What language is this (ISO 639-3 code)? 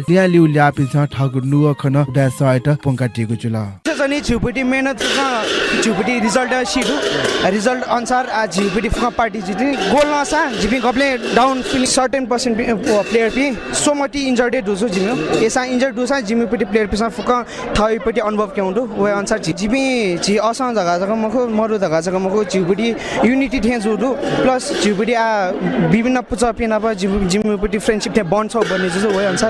new